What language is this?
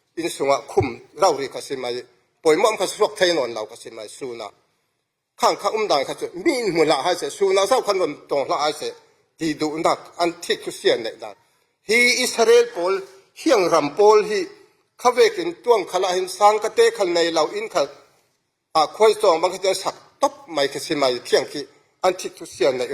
Falam Chin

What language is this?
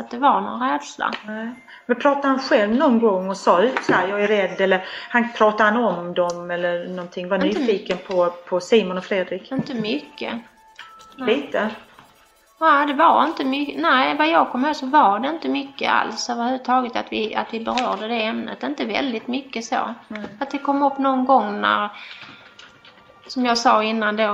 Swedish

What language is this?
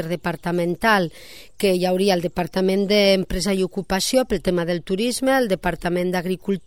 Catalan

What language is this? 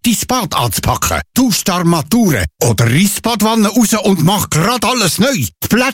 German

